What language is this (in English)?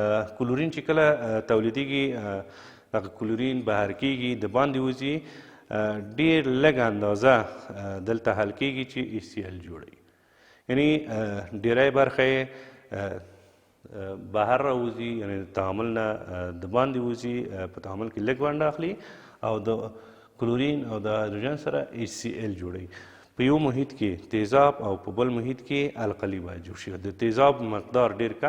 Pashto